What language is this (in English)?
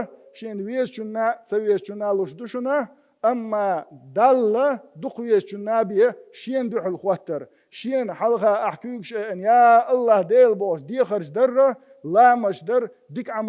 Chechen